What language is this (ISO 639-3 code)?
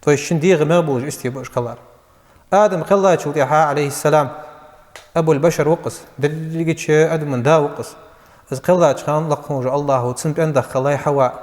inh